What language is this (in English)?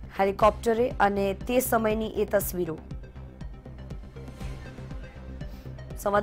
Gujarati